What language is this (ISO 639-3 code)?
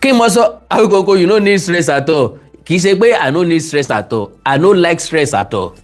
yor